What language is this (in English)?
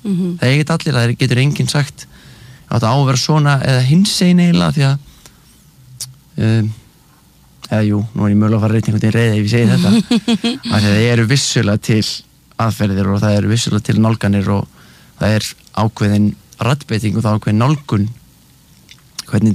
Icelandic